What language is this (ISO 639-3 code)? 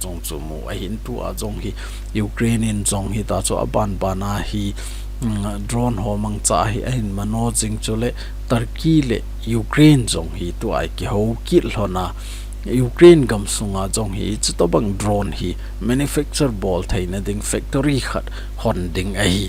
tcz